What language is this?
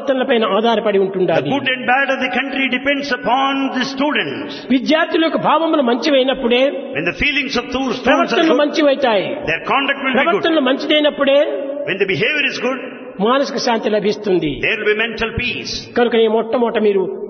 Telugu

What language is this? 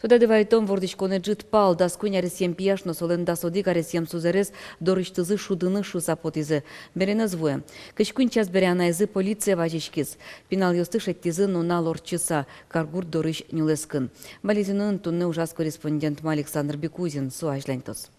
Udmurt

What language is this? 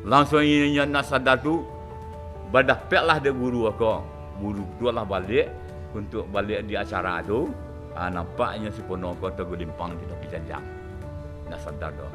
Minangkabau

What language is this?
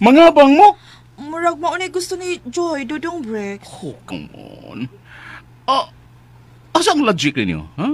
Cebuano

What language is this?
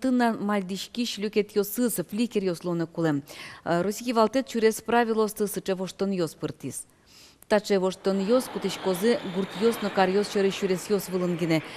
Udmurt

